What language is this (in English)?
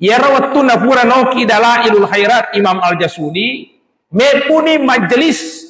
Buginese